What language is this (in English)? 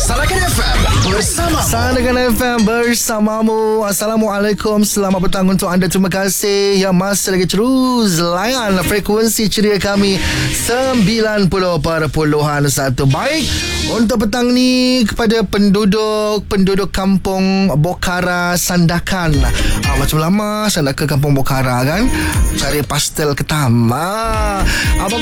Malay